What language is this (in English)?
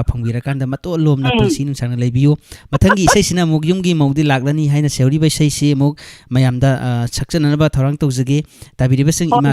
Manipuri